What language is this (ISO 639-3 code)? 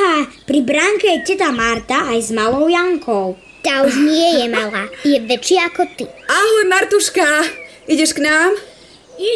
slk